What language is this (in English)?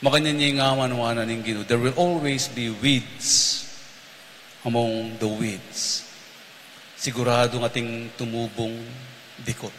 Pampanga